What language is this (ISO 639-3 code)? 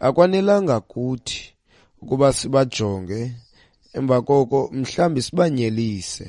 xho